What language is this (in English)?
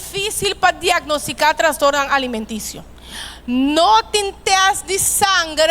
Papiamento